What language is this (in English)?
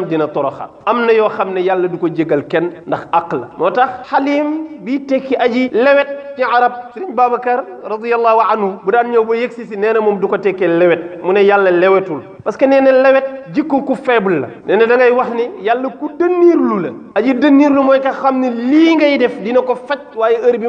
Wolof